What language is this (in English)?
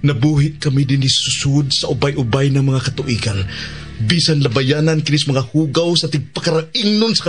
Cebuano